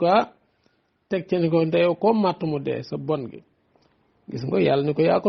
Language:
Wolof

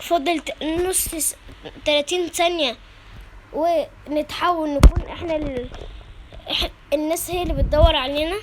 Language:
Egyptian Arabic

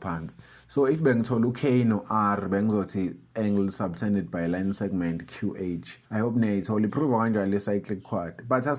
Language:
Zulu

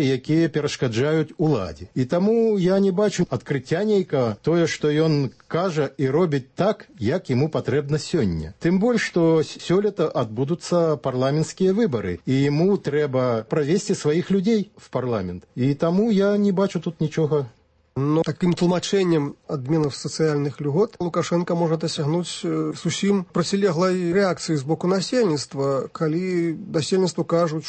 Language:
Belarusian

